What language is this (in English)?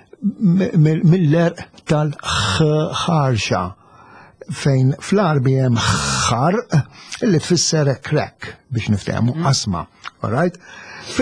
Maltese